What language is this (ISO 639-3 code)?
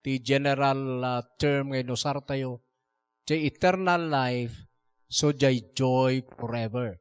ilo